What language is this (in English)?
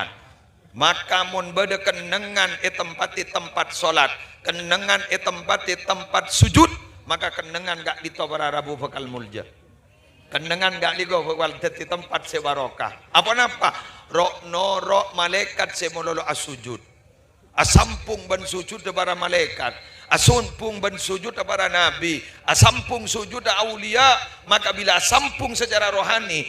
Madurese